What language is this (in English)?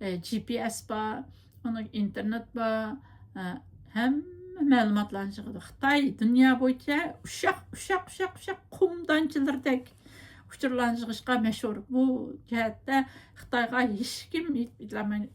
Uyghur